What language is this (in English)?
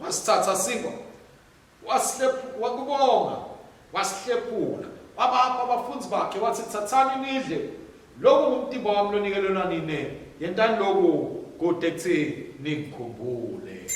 Swati